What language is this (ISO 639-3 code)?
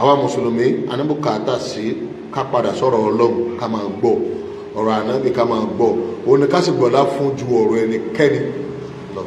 yor